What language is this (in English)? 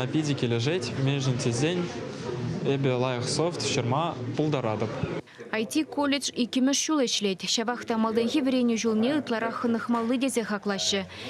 Chuvash